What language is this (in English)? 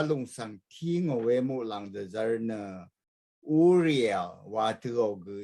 Rawang